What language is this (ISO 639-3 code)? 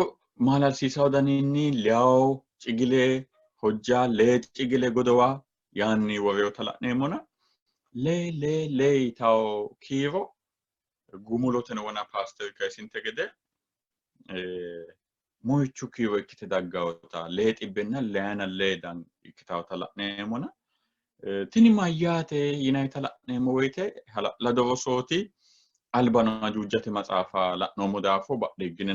sid